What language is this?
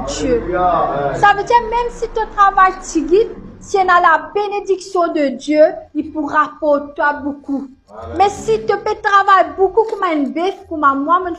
Morisyen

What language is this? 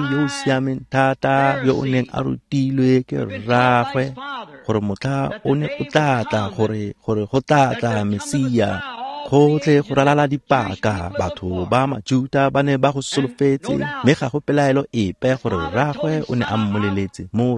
Tswana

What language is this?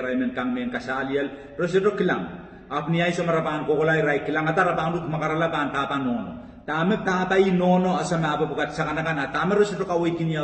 Pohnpeian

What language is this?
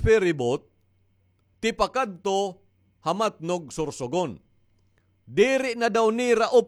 Waray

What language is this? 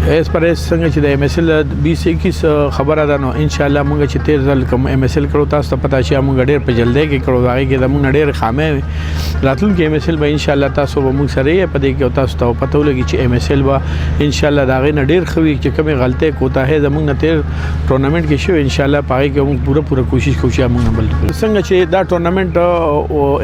Pashto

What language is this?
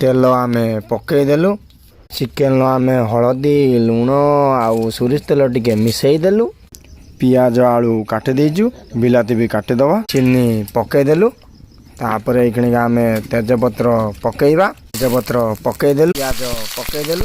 Odia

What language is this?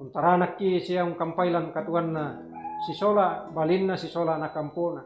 Toraja-Sa'dan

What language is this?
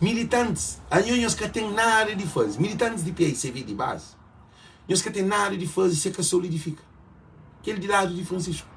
Kabuverdianu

